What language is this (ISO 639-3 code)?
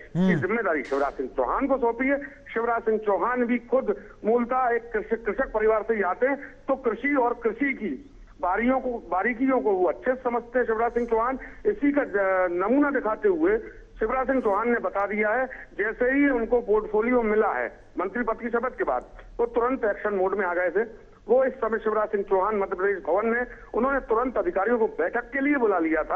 hin